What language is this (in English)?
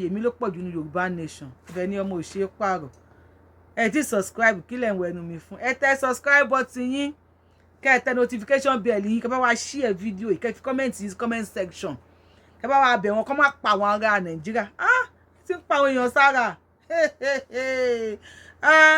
Yoruba